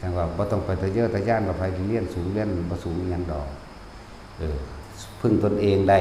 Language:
Northeastern Thai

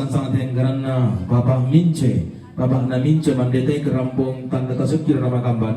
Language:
Toraja-Sa'dan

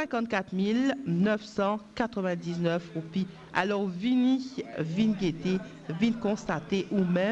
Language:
Morisyen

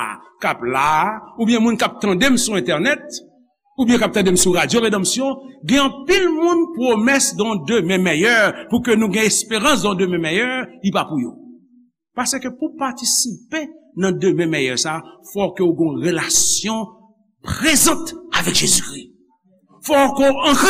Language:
Haitian Creole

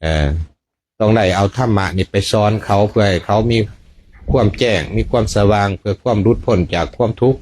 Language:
Lao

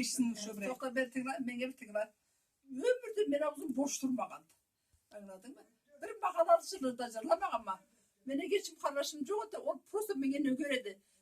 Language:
Karachay-Balkar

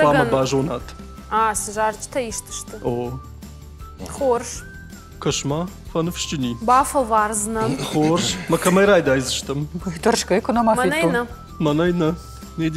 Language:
Ossetic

